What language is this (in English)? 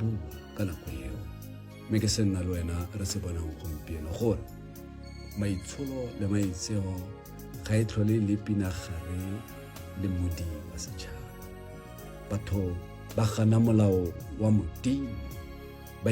Tswana